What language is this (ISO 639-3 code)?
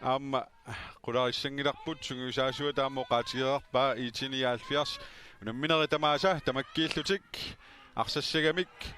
kal